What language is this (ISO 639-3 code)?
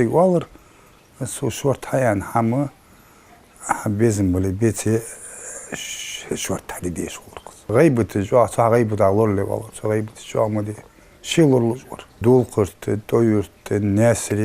inh